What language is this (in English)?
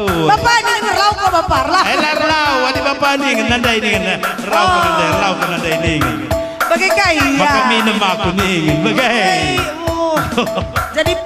Batak Karo